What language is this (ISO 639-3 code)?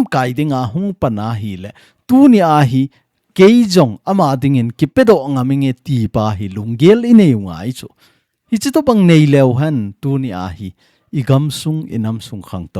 tcz